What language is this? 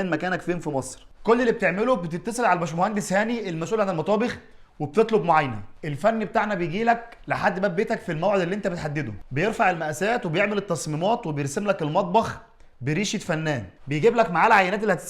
Egyptian Arabic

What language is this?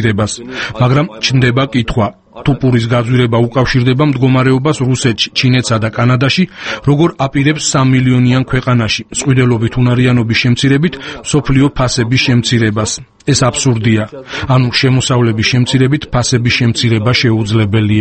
Georgian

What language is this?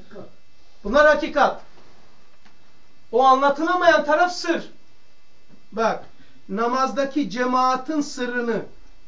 Turkish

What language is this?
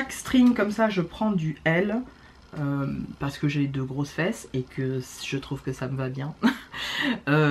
French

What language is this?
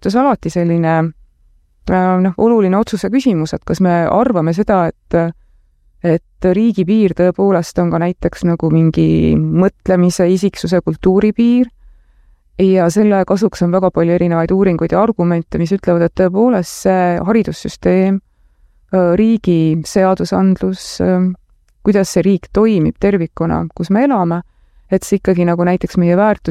Estonian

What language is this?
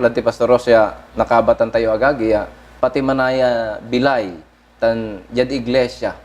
Pangasinan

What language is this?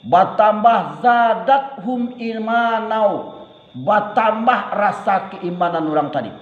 Minangkabau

